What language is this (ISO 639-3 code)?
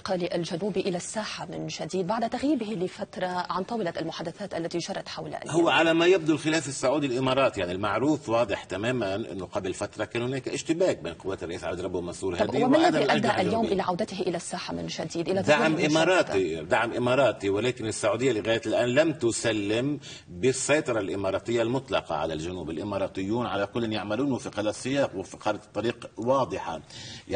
ara